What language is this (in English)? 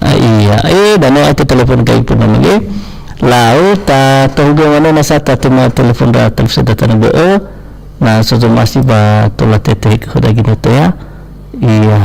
Nias